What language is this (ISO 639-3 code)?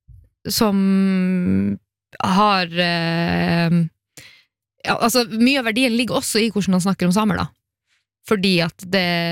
nor